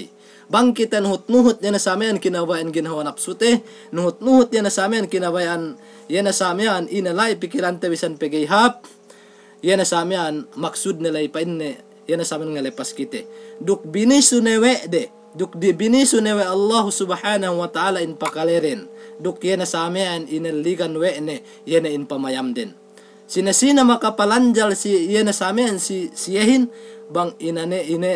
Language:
Yakan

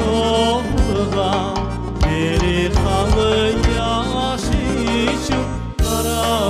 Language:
Crimean Tatar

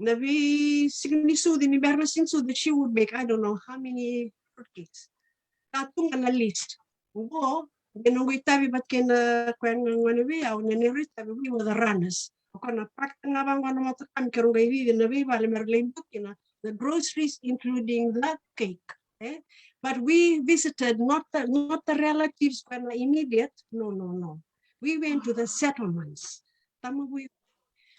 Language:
Fijian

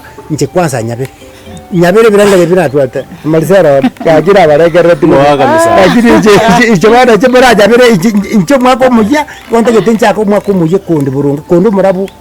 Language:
Gusii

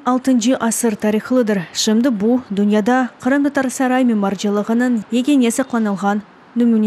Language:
Crimean Tatar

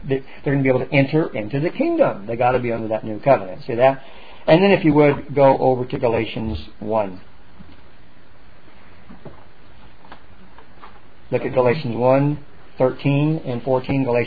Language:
English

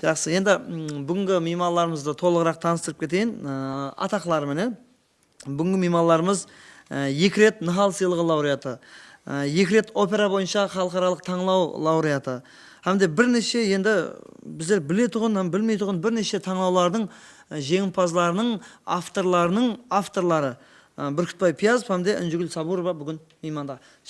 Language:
Kara-Kalpak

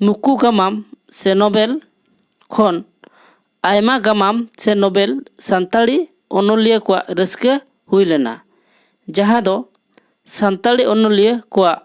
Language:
Santali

